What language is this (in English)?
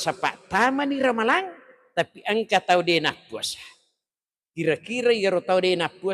Buginese